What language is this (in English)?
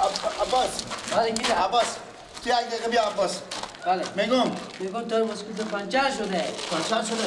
Persian